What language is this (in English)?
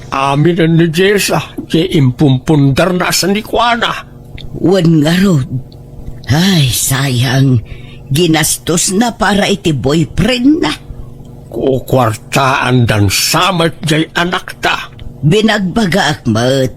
Iloko